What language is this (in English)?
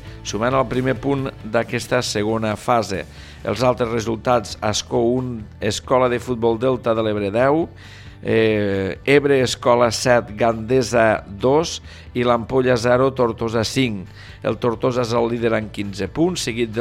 Catalan